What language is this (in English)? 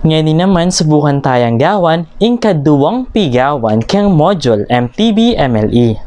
Pampanga